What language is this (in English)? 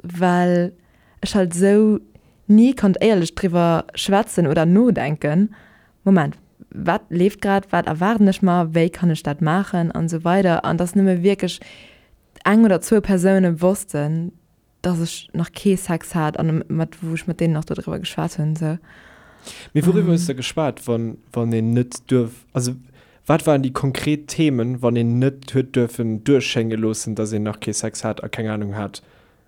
Luxembourgish